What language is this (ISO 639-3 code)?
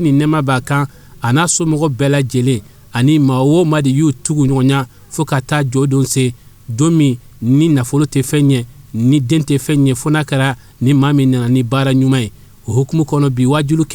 bam